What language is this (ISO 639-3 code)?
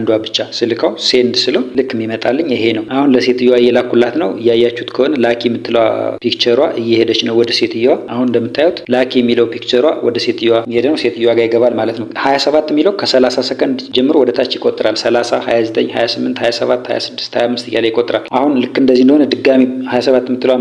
amh